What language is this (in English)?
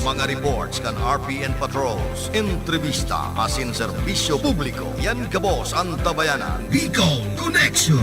Bikol